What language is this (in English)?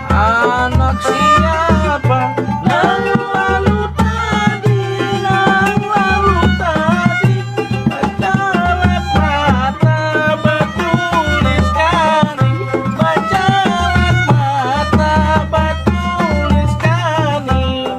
Banjar